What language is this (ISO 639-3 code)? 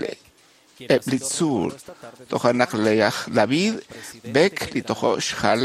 kek